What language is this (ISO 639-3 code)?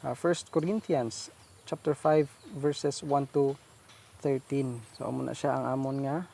hil